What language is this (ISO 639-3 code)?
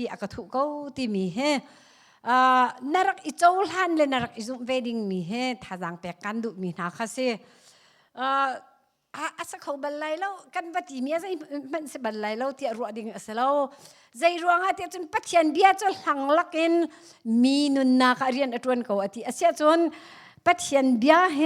cnh